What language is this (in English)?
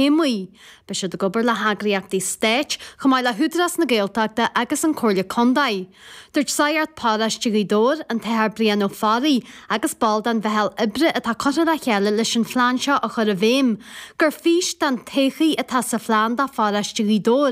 Irish